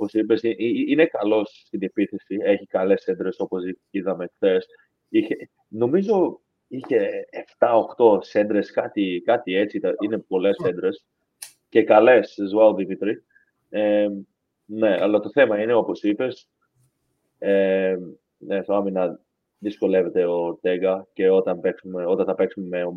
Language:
Greek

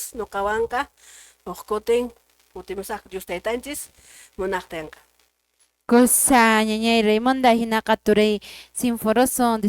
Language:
Quechua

